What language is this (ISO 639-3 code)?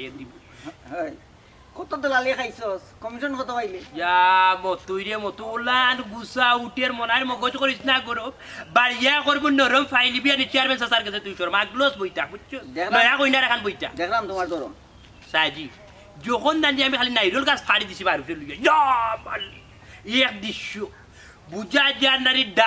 syl